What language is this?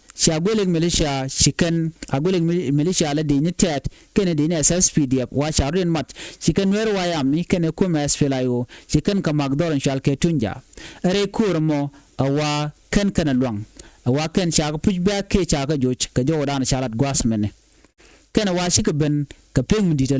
Nuer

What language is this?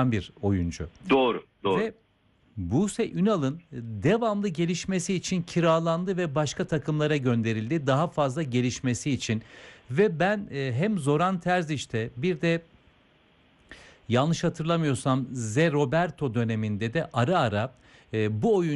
Turkish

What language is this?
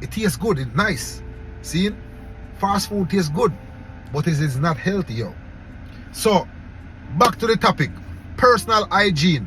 Jamaican Creole English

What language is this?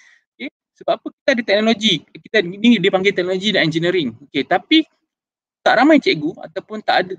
Malay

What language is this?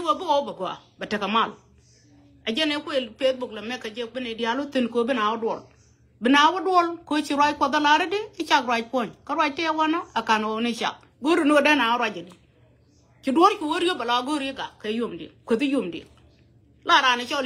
Nuer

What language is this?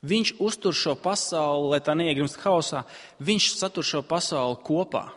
Latvian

